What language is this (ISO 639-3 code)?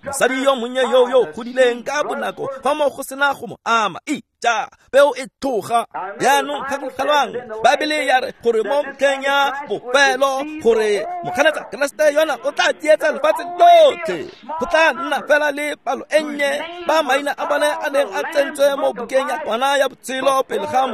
tsn